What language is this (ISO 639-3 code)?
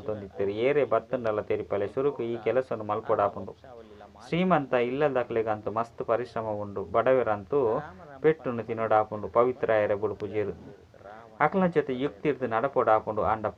tcy